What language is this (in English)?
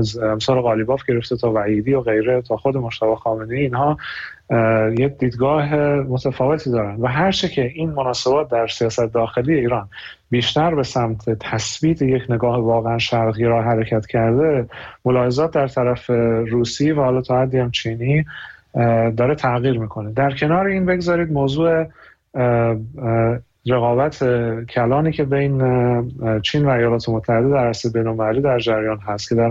Persian